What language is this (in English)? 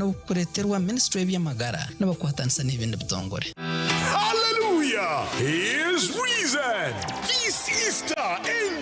Nyankole